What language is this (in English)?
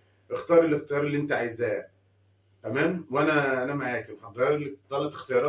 Egyptian Arabic